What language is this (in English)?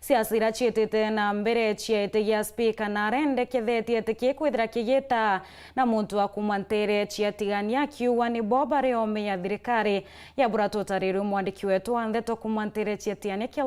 Meru